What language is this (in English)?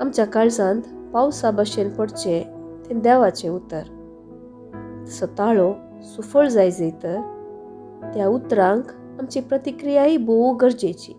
Konkani